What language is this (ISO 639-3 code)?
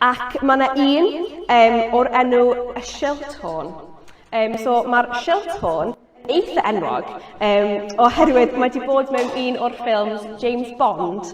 cym